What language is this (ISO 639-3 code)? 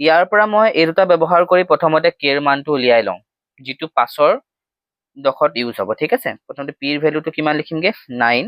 asm